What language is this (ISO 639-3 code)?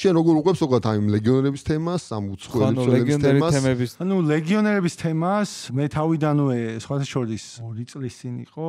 kat